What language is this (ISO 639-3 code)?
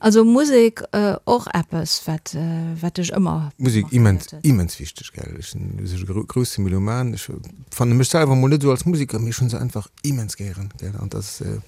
ltz